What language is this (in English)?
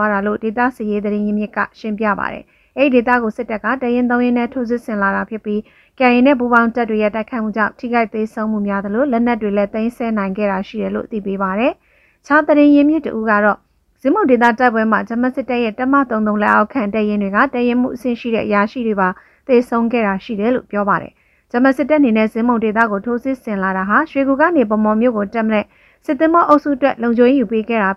Burmese